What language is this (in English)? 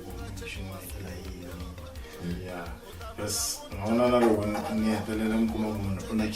Tsonga